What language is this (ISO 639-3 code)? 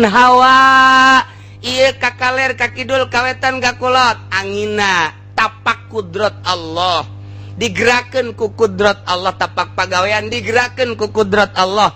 sun